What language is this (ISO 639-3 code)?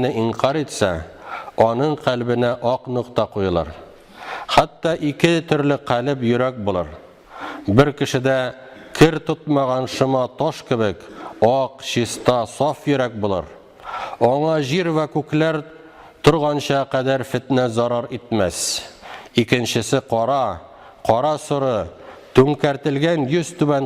tat